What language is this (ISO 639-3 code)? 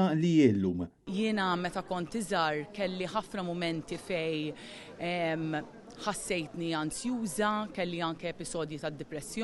mlt